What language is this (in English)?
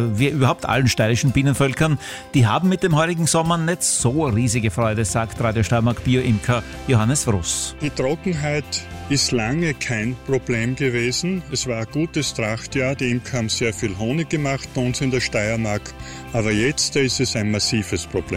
German